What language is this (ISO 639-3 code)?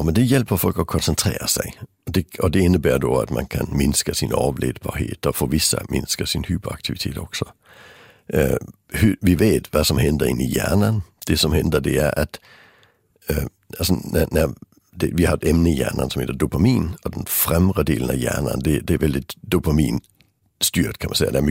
swe